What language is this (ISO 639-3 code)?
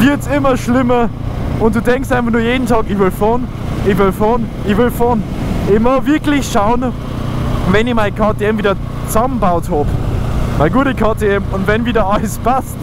bar